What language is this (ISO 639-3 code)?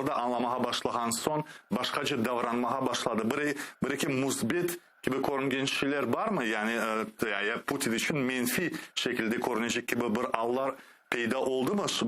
crh